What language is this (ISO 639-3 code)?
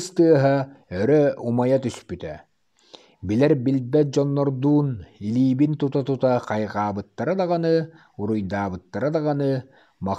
sah